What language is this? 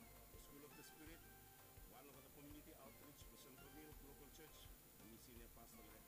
Bislama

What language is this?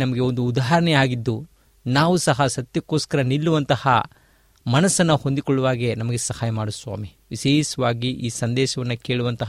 Kannada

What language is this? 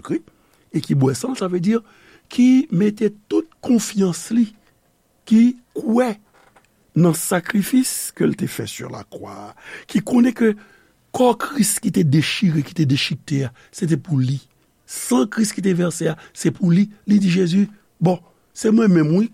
Haitian Creole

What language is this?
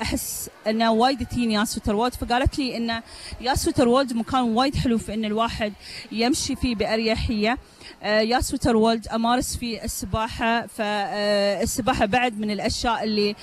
Gulf Arabic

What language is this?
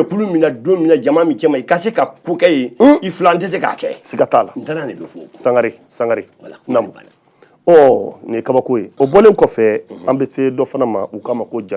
Bambara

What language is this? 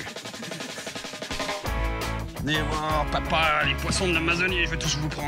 French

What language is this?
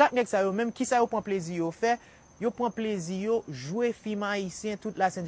Haitian Creole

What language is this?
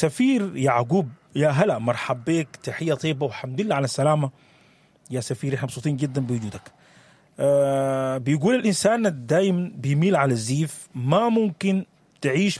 Sudanese Arabic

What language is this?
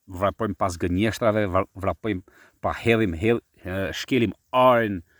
Albanian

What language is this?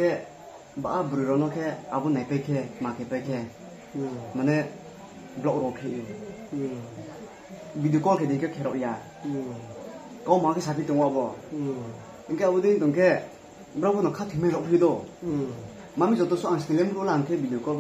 Riang (India)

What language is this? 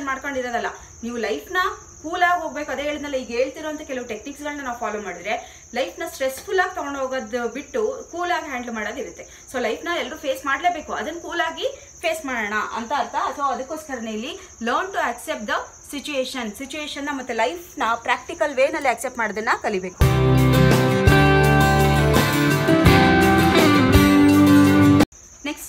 Kannada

